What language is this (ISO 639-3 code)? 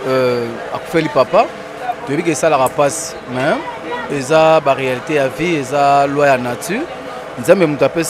lin